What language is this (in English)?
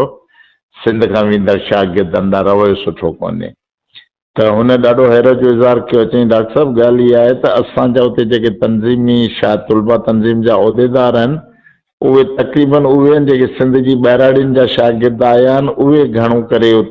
Sindhi